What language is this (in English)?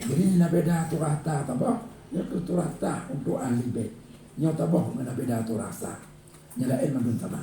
Achinese